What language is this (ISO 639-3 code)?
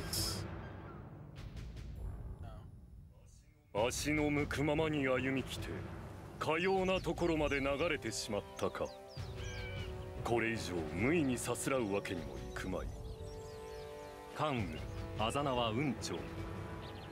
jpn